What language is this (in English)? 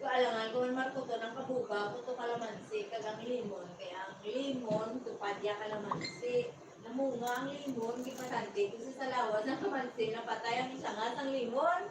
Hiligaynon